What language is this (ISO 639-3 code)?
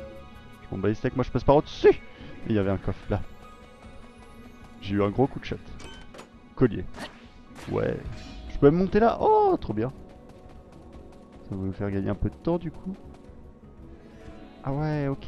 fra